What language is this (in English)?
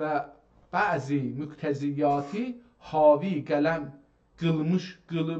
South Azerbaijani